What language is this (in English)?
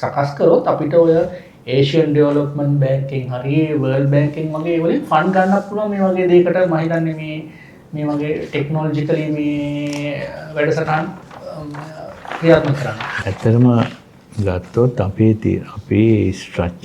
Sinhala